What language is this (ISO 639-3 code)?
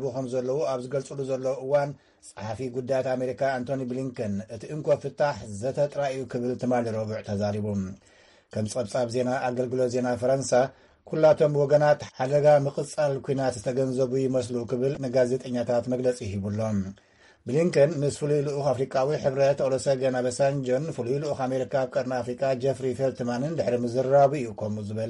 tir